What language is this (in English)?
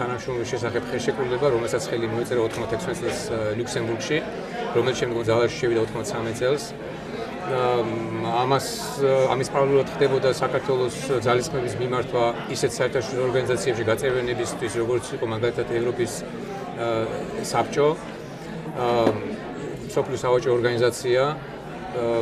Georgian